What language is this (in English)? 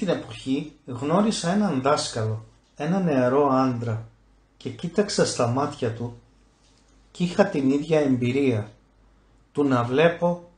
Greek